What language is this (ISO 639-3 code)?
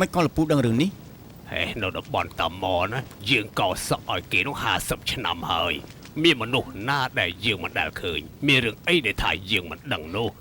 khm